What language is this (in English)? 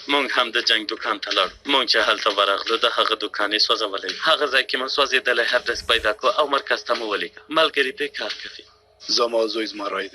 Pashto